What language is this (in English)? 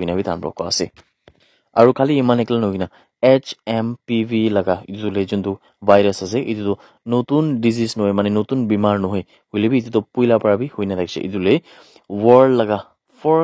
Naga Pidgin